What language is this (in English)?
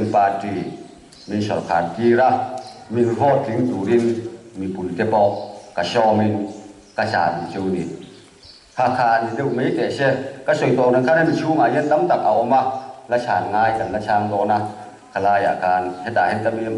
Mizo